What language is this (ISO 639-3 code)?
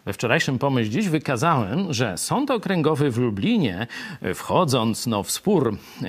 pol